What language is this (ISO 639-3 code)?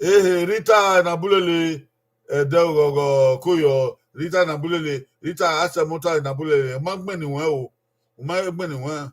bin